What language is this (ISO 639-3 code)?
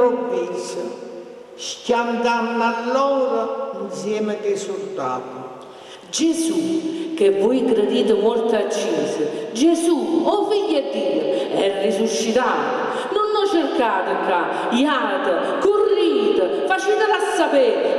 nap